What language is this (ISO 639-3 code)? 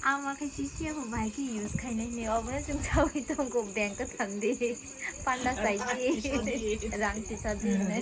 trp